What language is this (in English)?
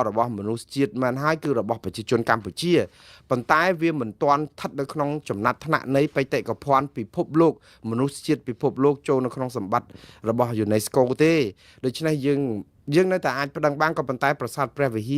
Khmer